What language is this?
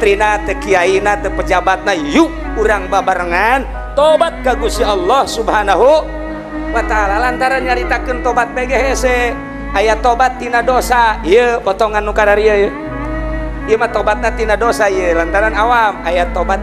Sundanese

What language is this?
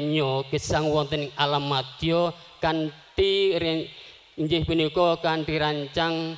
Javanese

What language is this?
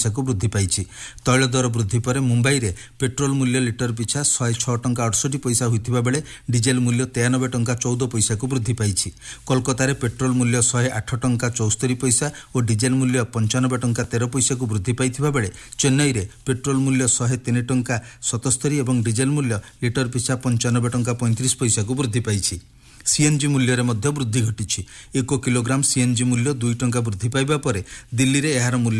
Odia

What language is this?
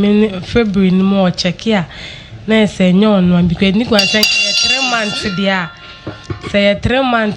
Akan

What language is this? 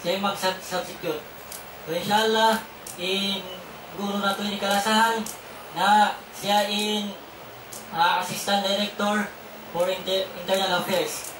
Tausug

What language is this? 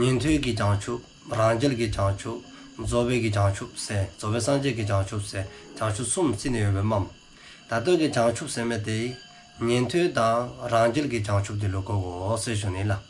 Dzongkha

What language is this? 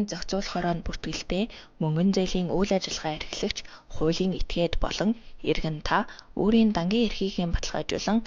Mongolian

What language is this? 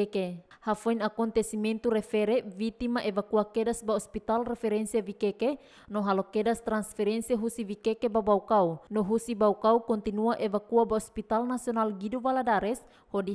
Tetum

